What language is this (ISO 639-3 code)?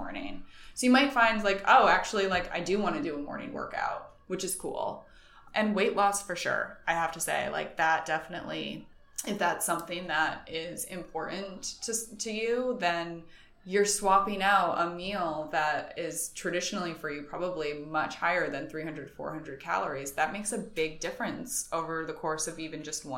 eng